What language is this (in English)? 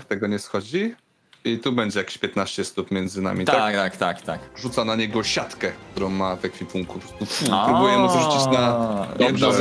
Polish